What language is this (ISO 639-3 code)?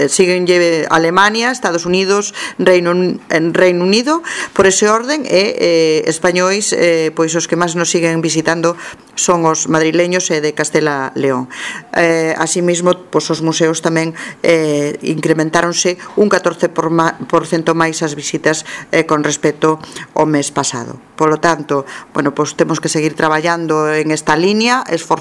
glg